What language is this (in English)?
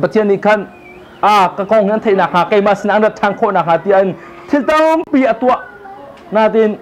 Hakha Chin